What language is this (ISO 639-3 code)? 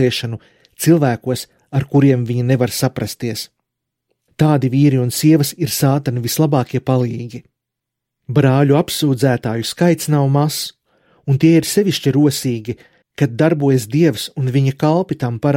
lav